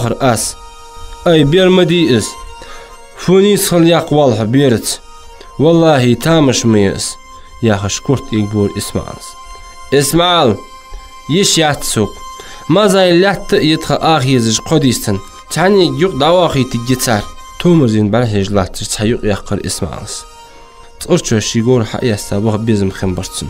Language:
Ingush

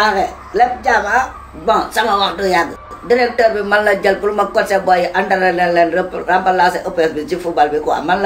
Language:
Wolof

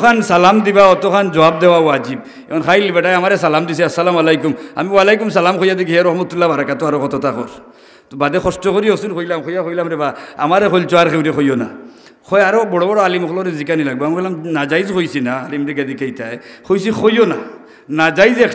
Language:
Sylheti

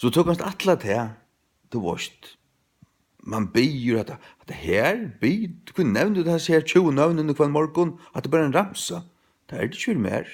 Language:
Faroese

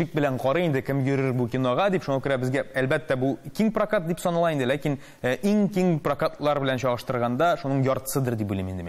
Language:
Tatar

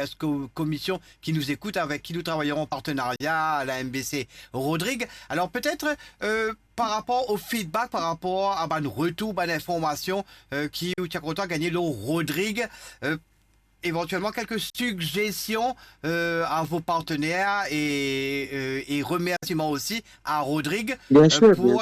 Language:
Morisyen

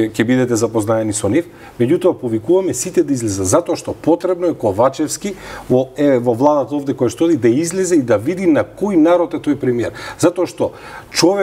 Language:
Macedonian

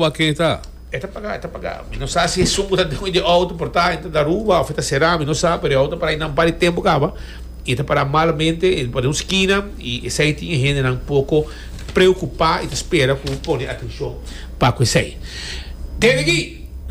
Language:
Papiamento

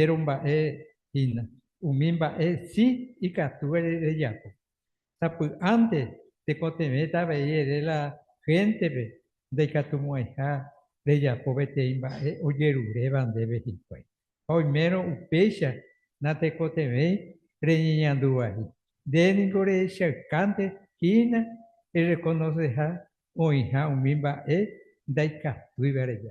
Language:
Guarani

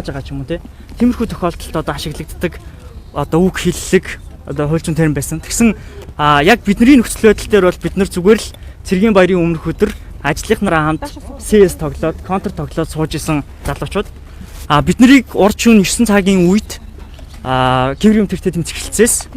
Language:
Mongolian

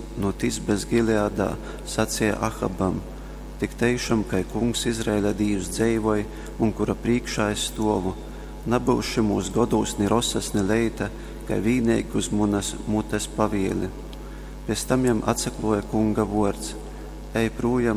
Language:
Latgalian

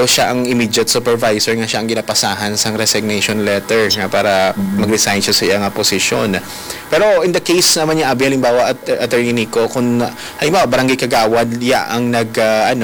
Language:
Hiligaynon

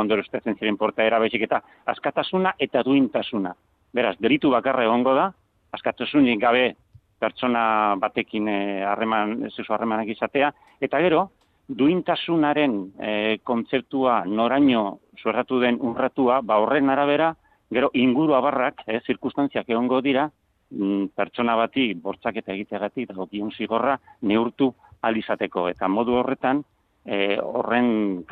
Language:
Basque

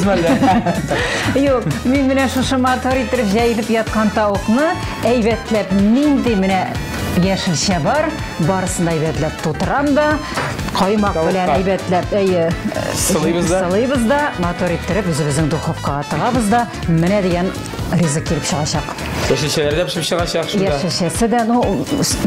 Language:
Tatar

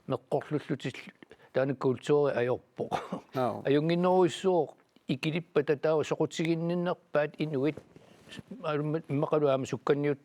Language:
Kalaallisut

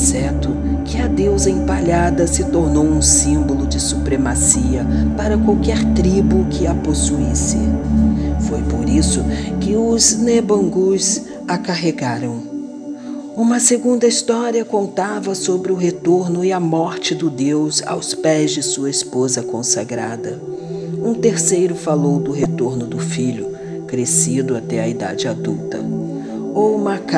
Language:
Portuguese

